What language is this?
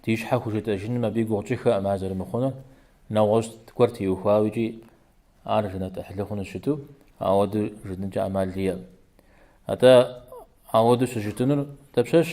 Kabardian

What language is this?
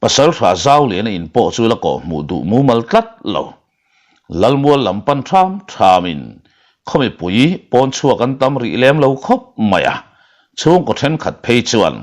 Mizo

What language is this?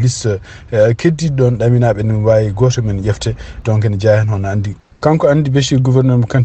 Fula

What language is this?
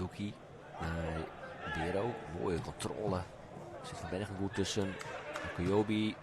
Western Frisian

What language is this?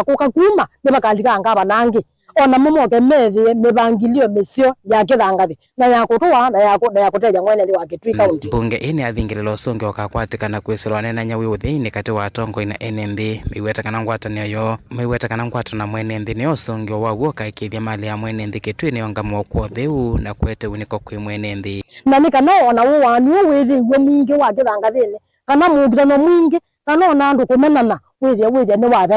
Kamba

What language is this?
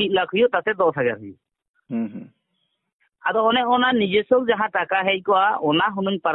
Santali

